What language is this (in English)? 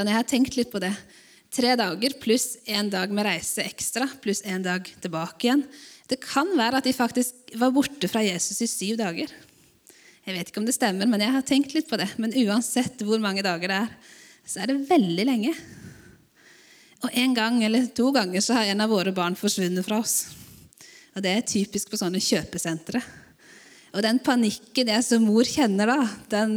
Norwegian